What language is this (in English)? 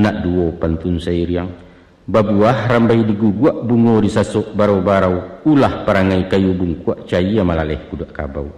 Minangkabau